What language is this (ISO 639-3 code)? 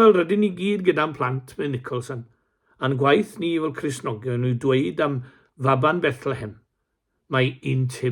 cym